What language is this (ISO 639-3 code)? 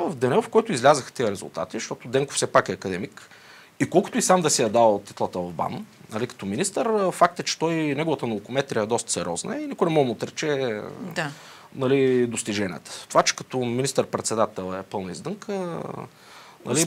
bul